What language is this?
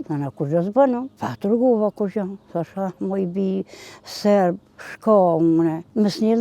Albanian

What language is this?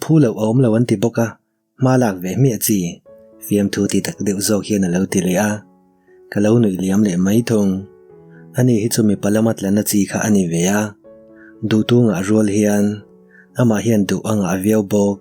Mizo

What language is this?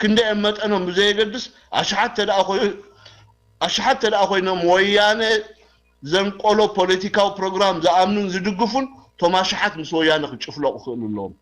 Tigrinya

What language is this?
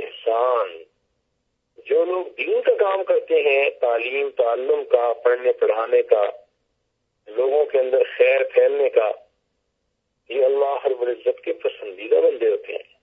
Urdu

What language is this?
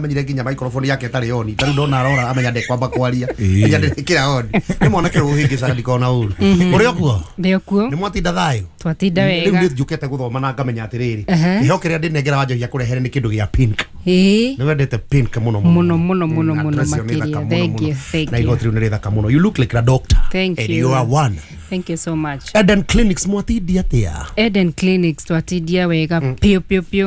Kikuyu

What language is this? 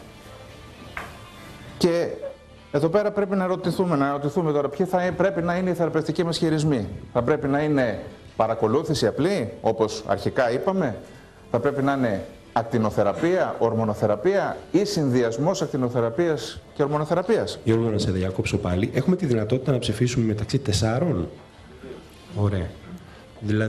Greek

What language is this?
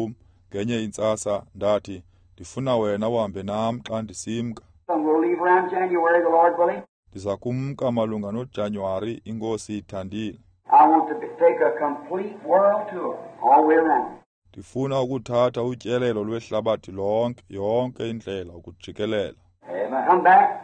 Xhosa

